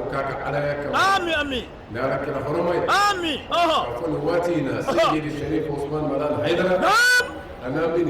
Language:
Bambara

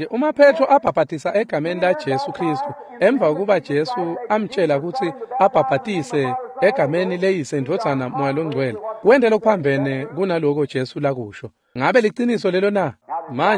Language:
Swati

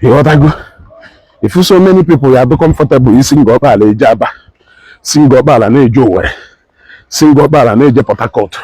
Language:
Igbo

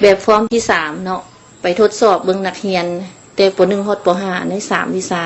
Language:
Lao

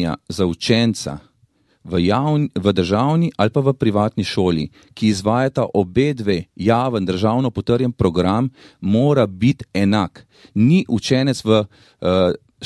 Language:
Slovenian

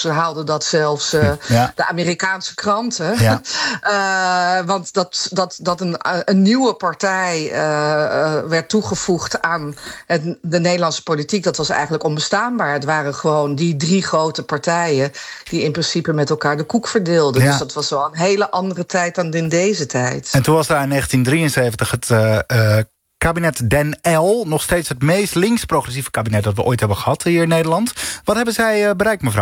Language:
Dutch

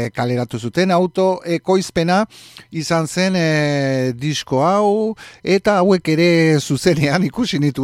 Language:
Basque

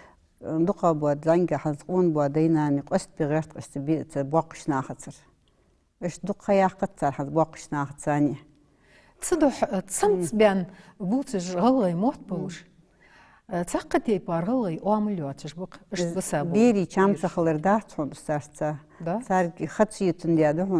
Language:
Ingush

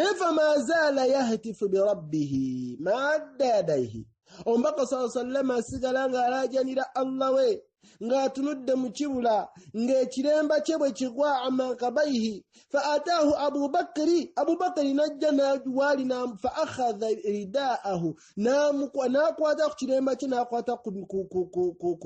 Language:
Ganda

